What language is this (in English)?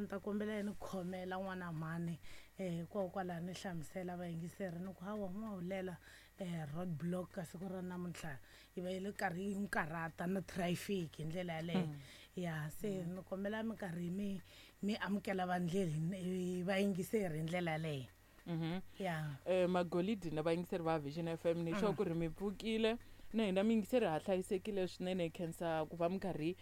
Tsonga